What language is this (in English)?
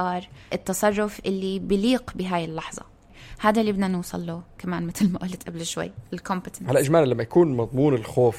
North Levantine Arabic